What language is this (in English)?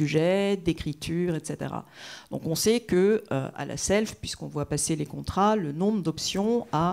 French